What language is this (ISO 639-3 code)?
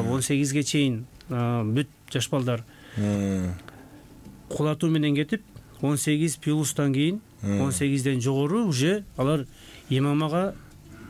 kir